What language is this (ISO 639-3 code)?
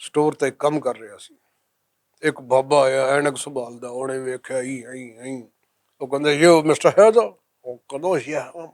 lah